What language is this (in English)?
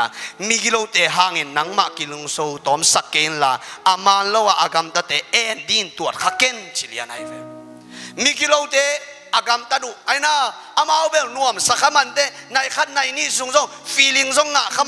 Tedim Chin